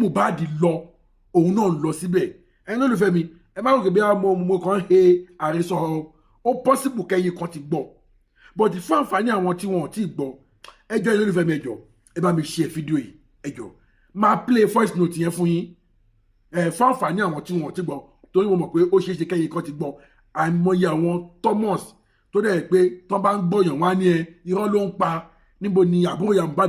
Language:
Yoruba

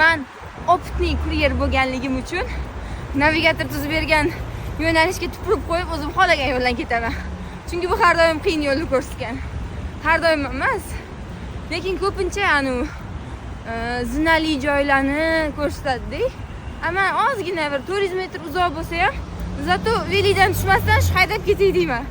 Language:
Uzbek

